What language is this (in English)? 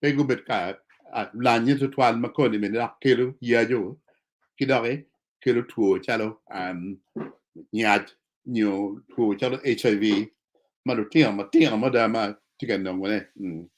Acoli